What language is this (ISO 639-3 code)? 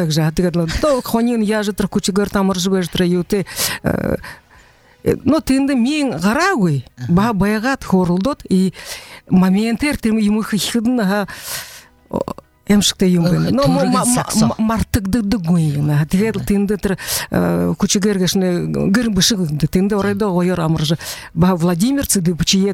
bua